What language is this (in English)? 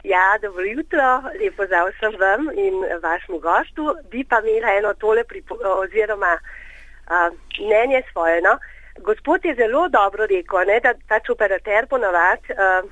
Slovenian